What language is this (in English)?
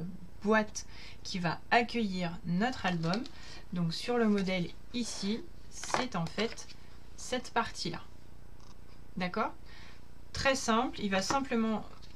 French